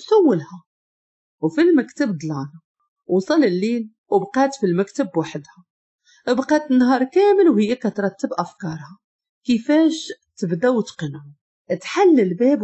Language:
Moroccan Arabic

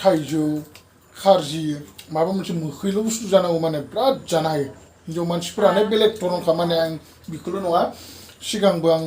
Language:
Bodo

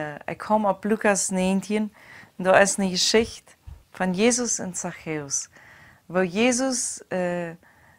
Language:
Plautdietsch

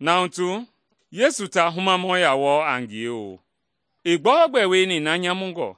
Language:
Mende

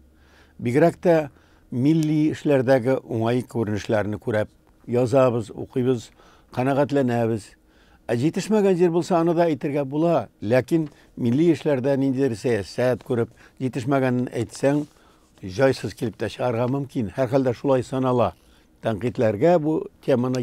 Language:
Tatar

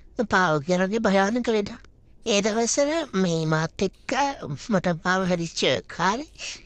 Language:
Sinhala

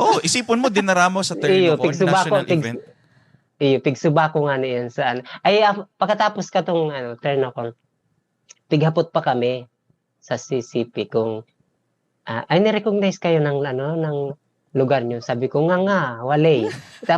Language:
Bikol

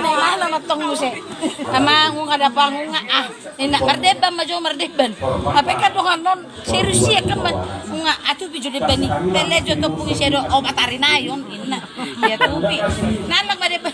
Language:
Batak Toba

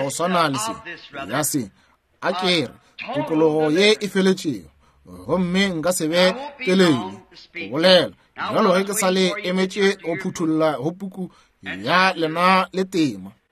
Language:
Northern Sotho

